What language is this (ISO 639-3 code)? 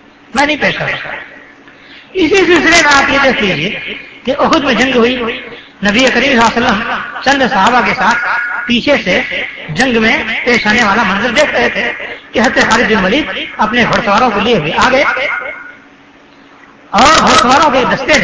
urd